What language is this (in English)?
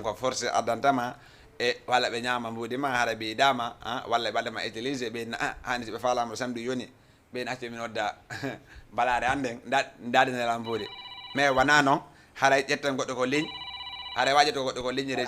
Fula